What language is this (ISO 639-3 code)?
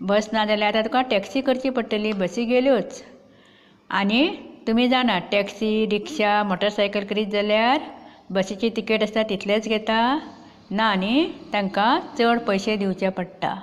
kok